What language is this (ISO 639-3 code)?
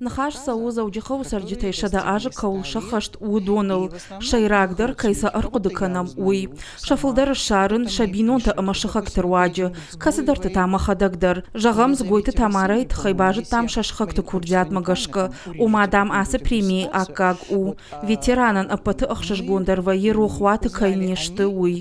oss